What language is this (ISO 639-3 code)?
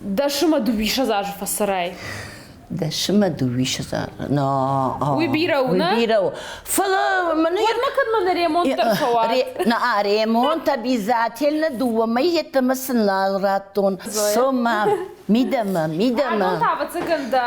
oss